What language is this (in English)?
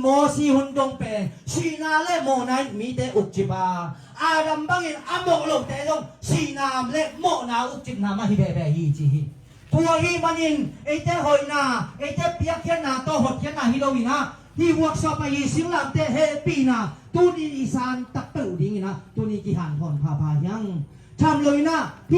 Tedim Chin